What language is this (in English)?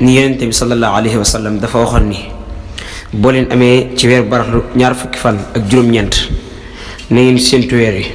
Wolof